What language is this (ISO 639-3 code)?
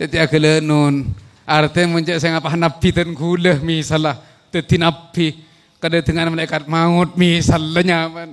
mad